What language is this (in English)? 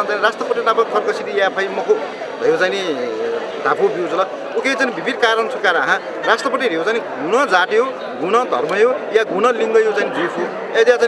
Newari